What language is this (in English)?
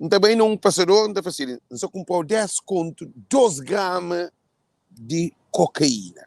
Kabuverdianu